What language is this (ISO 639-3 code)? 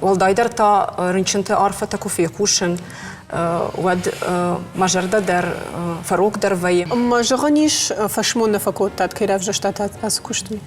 oss